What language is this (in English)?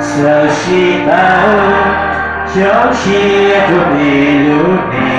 Hmong